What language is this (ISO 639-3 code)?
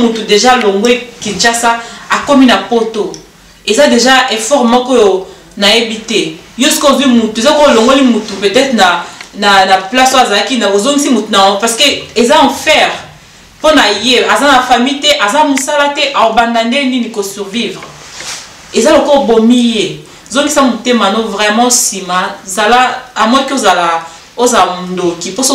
lin